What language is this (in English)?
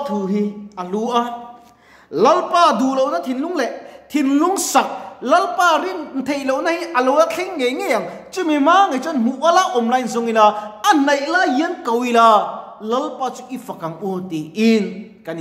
Mizo